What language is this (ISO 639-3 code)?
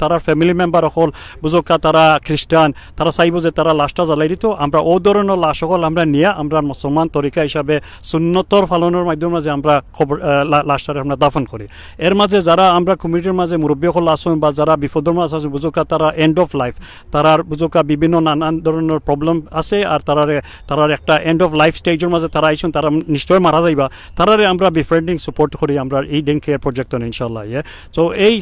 syl